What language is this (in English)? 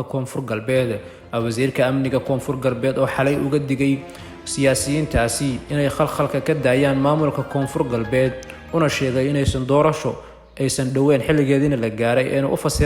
Somali